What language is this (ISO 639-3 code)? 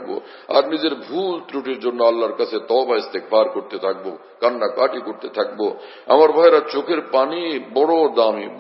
ben